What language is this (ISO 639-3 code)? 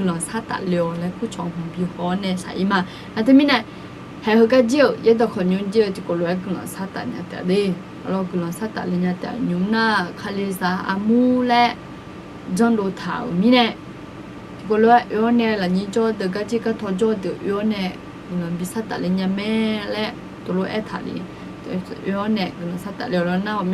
ahk